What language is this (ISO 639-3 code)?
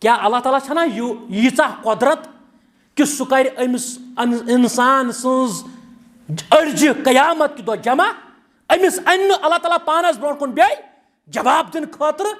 kas